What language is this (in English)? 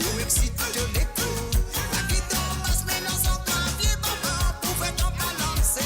Morisyen